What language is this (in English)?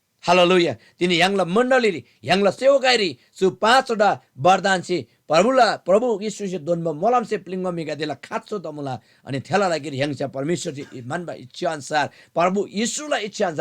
Eastern Tamang